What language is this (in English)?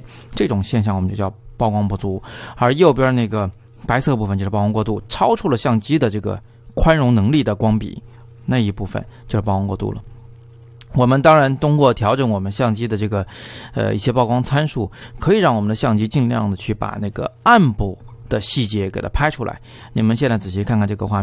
Chinese